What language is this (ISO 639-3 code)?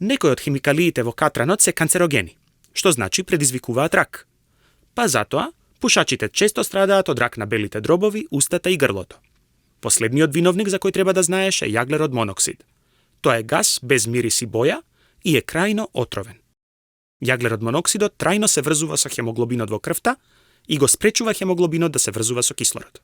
mkd